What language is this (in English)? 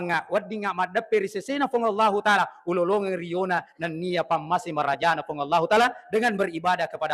Buginese